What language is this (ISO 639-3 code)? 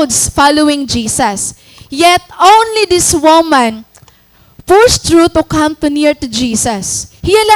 war